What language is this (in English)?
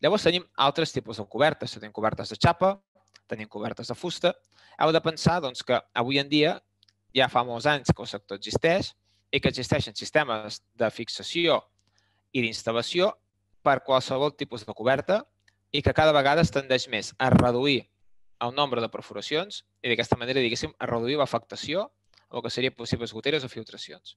Catalan